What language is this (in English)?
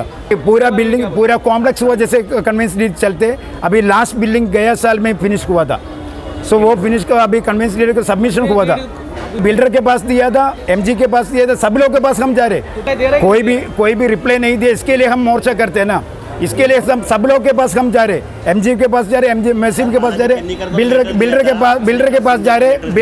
Marathi